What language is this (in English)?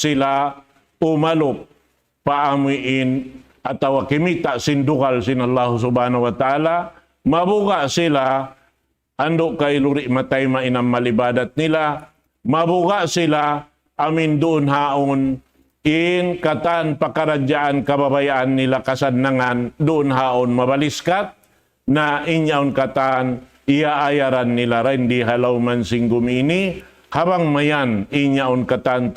Tausug